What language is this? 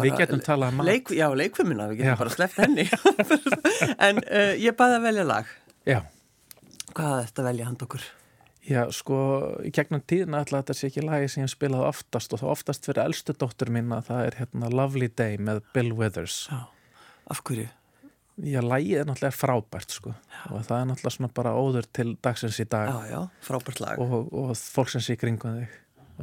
Icelandic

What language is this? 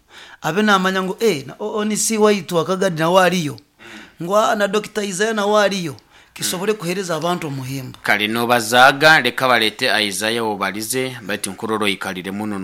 Nyankole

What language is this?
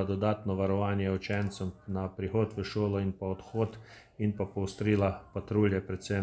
Slovenian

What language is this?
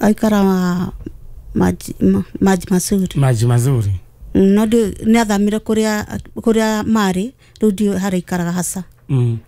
Kikuyu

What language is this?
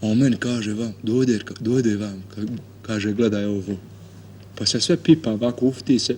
Bosnian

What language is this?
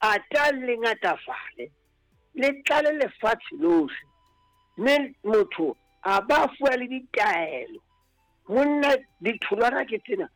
Southern Sotho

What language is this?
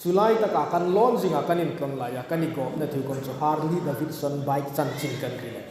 Hmar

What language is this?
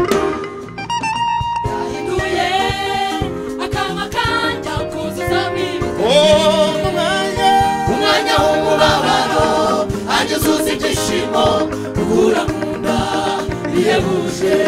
Kinyarwanda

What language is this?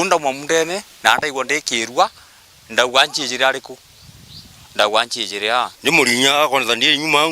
Meru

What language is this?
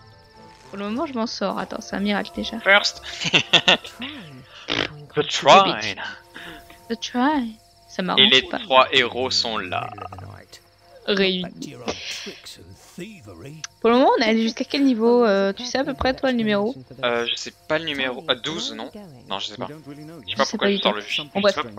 French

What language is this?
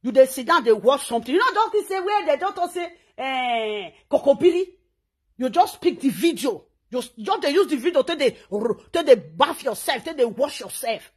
Nigerian Pidgin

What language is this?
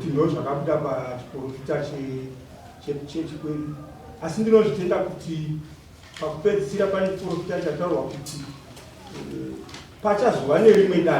Shona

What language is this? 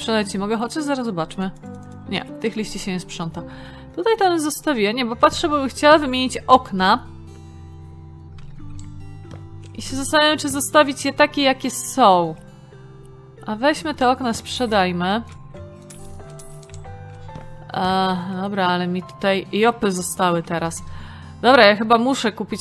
Polish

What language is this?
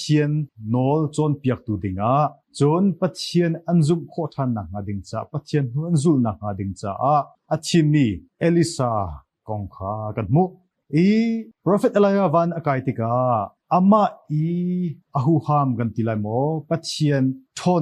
Hakha Chin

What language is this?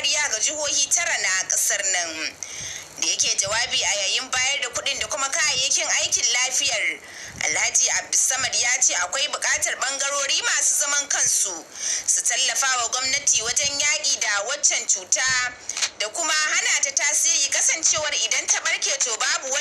Hausa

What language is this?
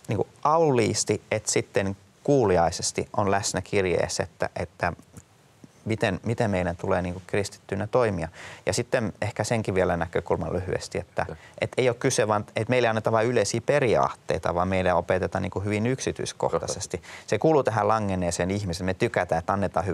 Finnish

